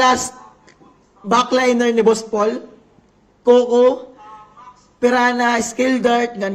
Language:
Waray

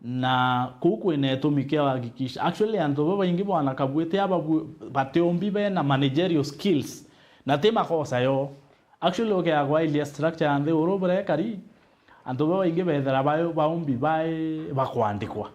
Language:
Meru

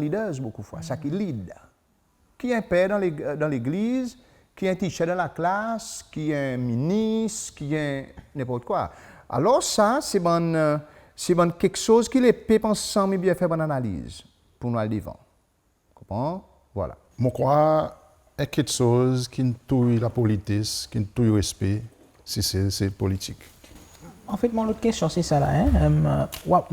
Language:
Seselwa Creole French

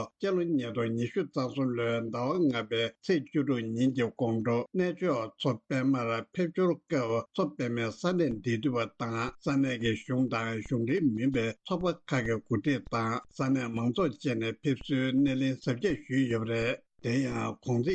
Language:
Tibetan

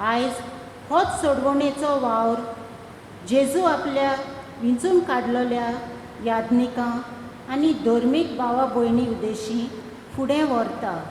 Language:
Konkani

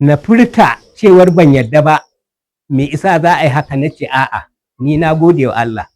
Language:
Hausa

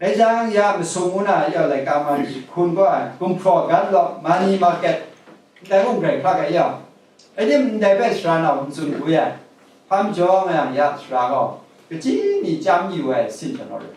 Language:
Kachin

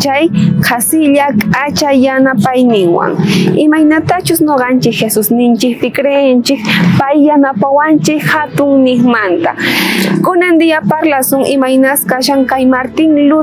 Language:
South Bolivian Quechua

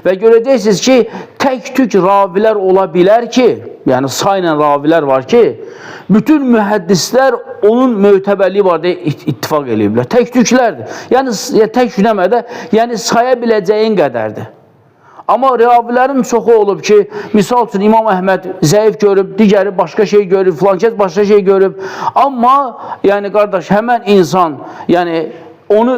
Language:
Azerbaijani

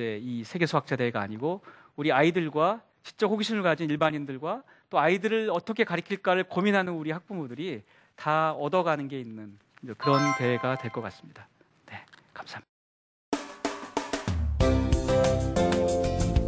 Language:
Korean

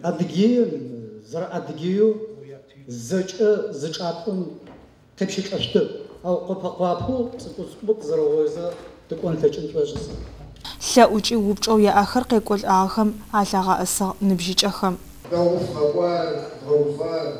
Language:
Adyghe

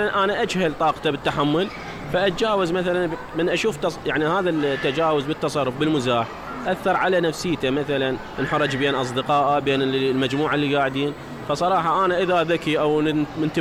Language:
Mesopotamian Arabic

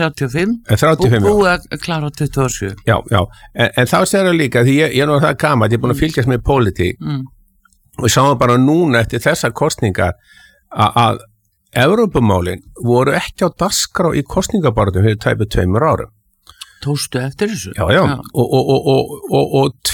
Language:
Icelandic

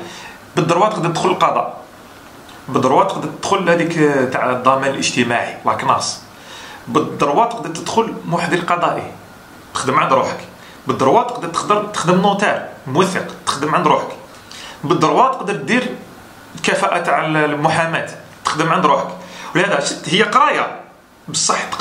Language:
Algerian Arabic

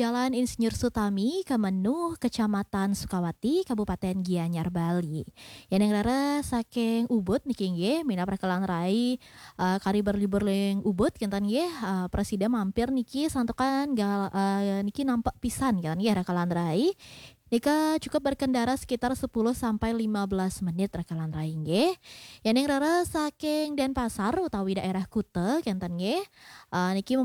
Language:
Balinese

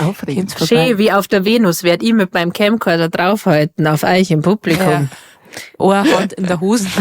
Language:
Bavarian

